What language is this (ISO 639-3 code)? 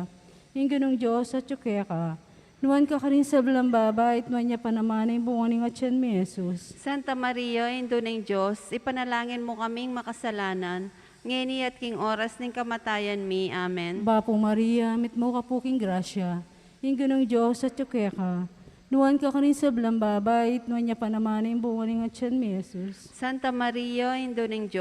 pam